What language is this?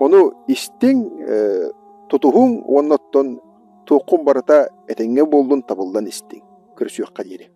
Yakut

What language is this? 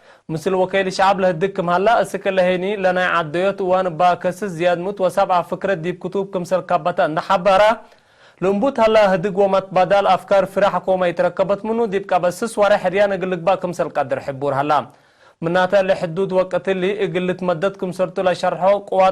Tigre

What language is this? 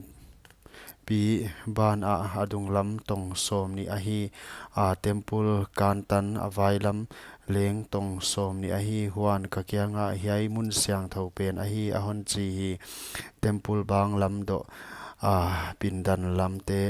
Paite Chin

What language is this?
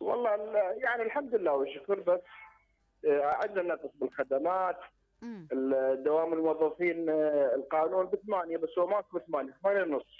Mesopotamian Arabic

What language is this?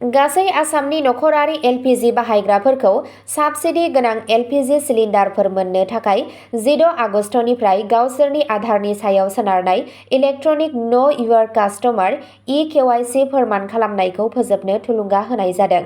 Bodo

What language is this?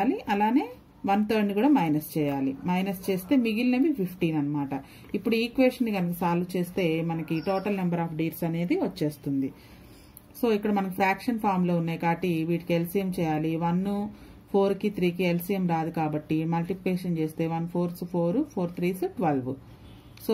Telugu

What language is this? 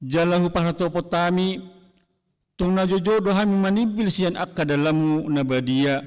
Batak Toba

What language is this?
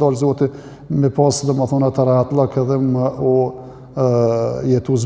Albanian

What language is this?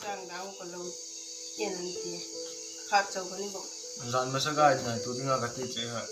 Hmar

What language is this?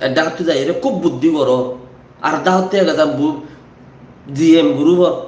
Rohingya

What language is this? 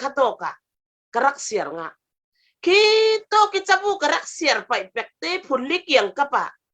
Falam Chin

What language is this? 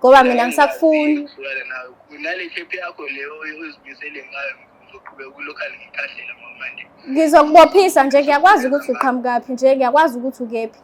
Zulu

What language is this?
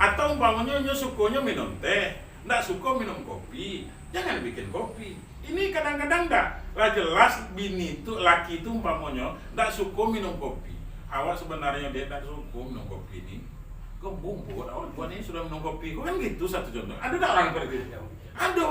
Minangkabau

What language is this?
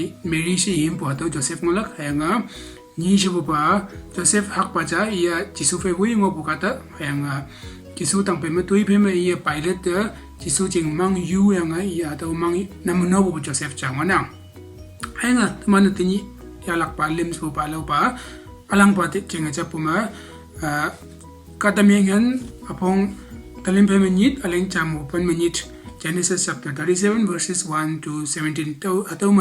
Konyak Naga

